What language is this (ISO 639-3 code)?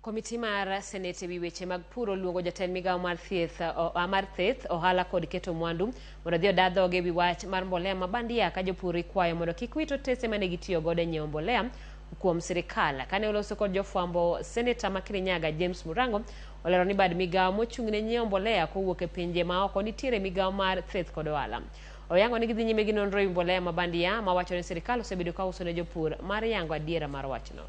luo